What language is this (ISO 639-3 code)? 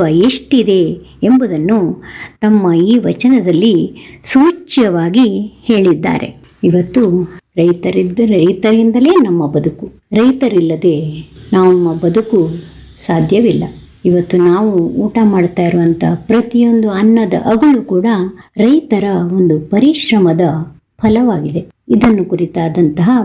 kan